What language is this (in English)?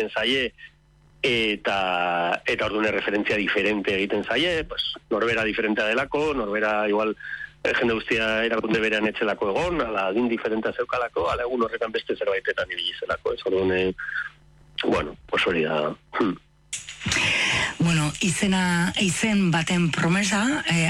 Basque